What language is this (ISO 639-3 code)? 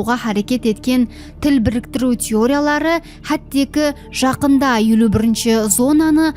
kaa